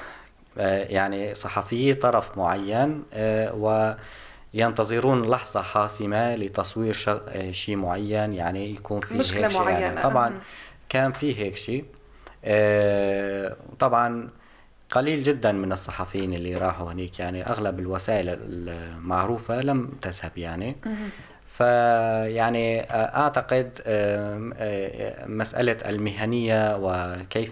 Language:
North Levantine Arabic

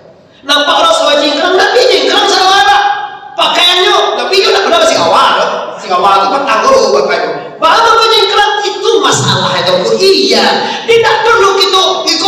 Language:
Minangkabau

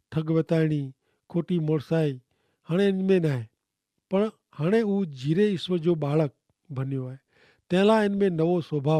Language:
Kachhi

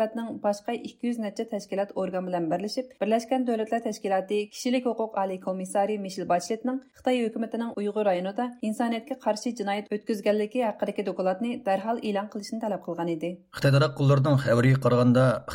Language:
Uyghur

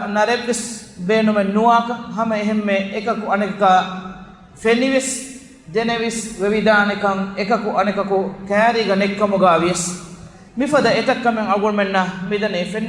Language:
Divehi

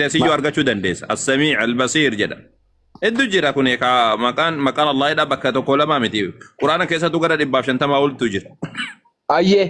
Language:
Oromo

